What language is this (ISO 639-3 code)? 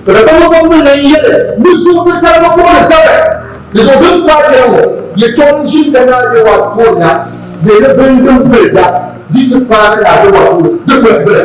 dag